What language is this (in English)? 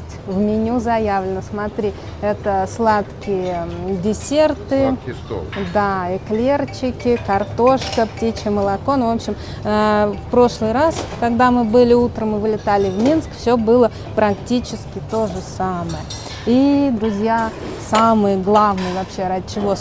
Russian